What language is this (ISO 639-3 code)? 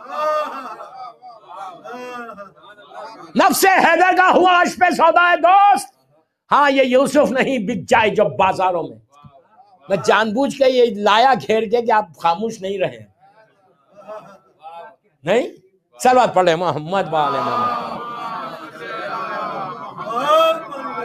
urd